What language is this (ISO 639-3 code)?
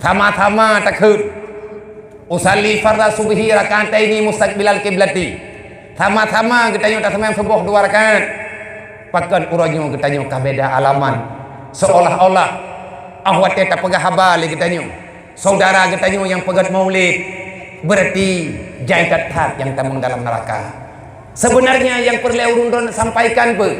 ace